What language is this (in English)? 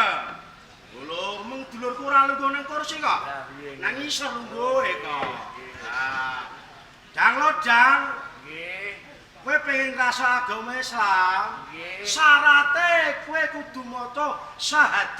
Javanese